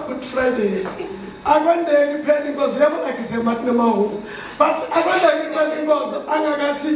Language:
Zulu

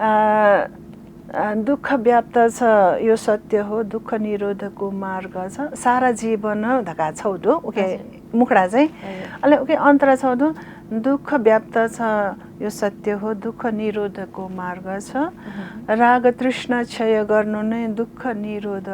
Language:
Newari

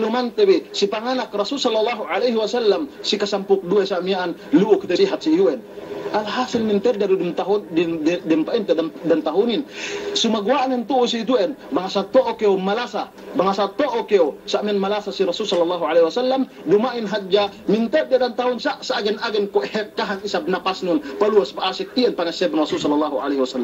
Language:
Yakan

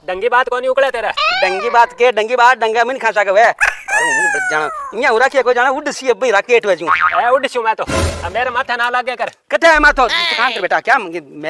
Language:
Haryanvi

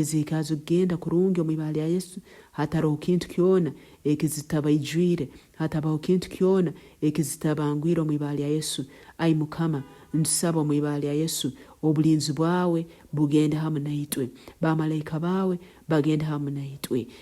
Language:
Nyoro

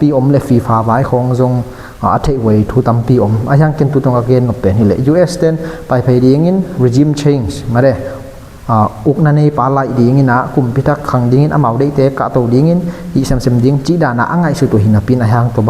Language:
Tedim Chin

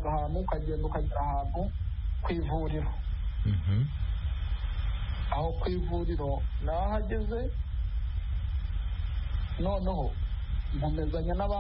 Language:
Kinyarwanda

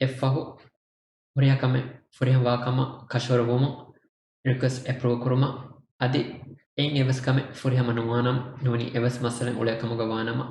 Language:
Divehi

